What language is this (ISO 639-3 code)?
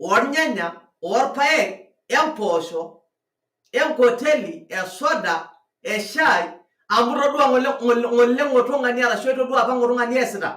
mas